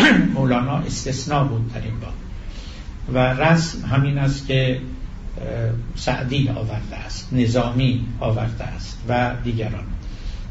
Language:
Persian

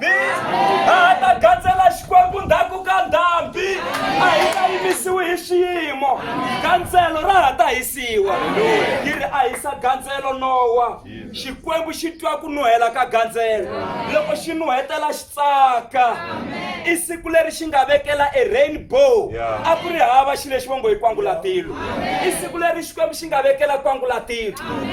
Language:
Tsonga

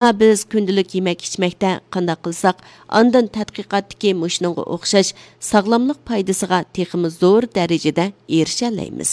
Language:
Uyghur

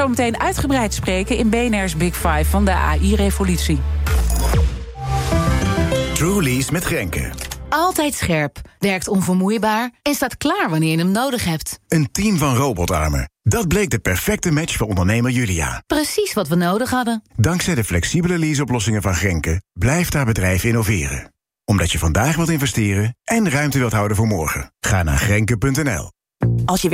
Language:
Dutch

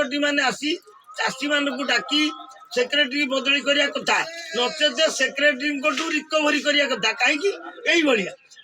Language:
Odia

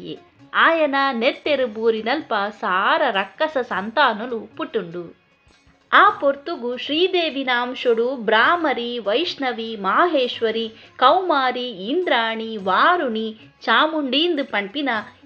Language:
Tulu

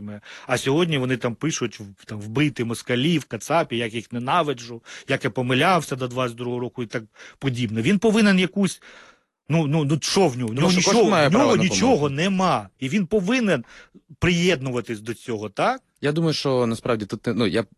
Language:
Ukrainian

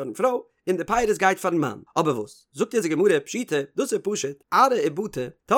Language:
Yiddish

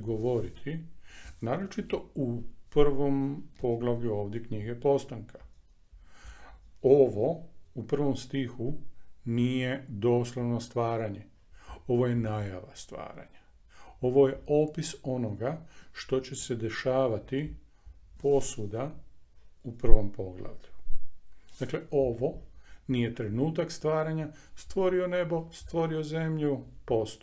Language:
Croatian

